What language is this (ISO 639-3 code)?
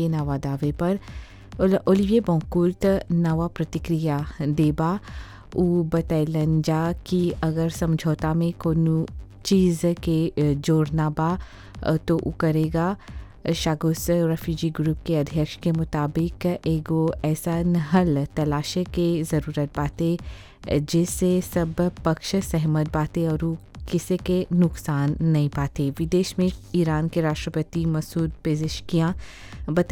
bho